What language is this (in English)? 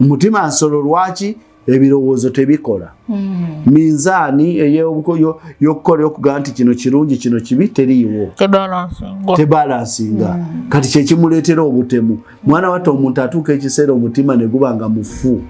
Ganda